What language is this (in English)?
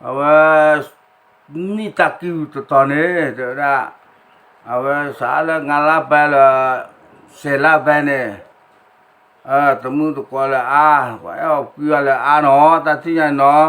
S'gaw Karen